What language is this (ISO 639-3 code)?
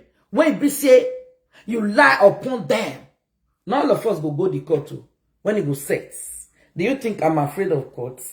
pcm